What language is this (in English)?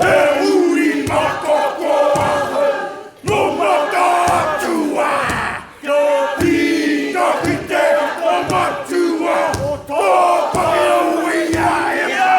Māori